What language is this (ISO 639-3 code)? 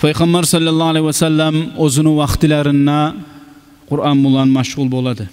kum